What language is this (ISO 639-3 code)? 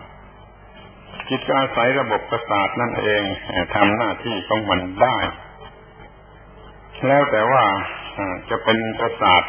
tha